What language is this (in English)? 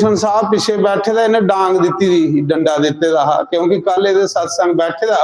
Dogri